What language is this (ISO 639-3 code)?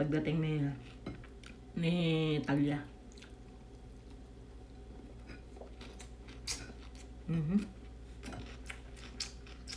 fil